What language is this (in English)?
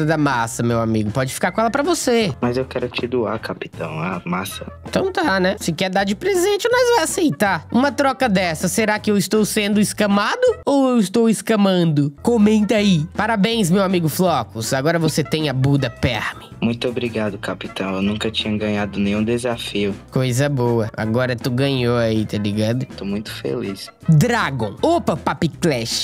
Portuguese